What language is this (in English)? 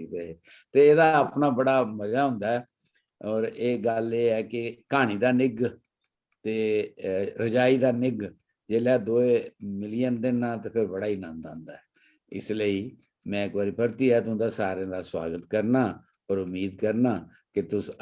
Dogri